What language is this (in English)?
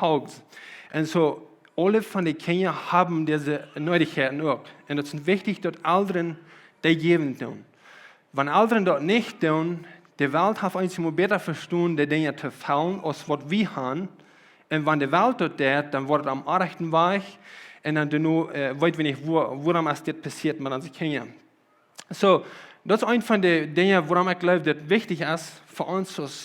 Plautdietsch